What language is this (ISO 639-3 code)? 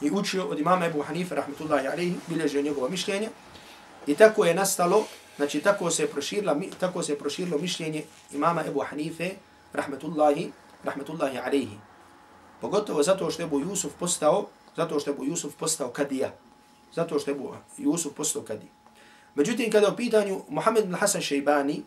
bos